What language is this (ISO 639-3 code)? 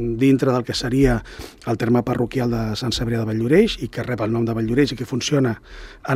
cat